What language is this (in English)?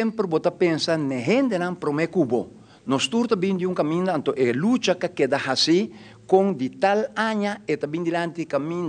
Papiamento